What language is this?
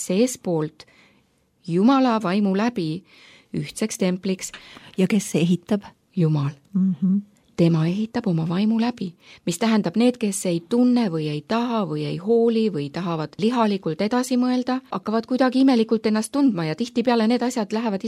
Estonian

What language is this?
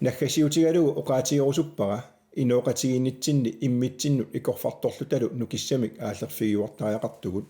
Kalaallisut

